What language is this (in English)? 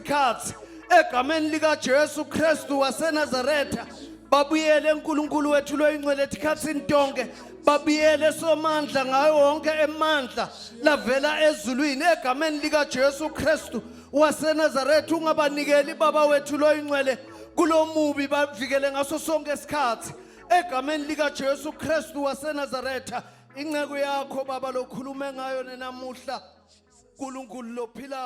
Zulu